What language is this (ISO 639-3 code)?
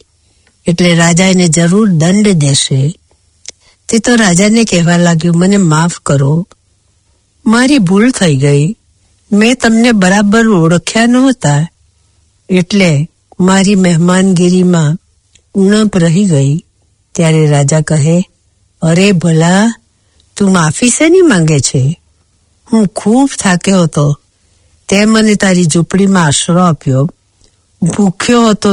guj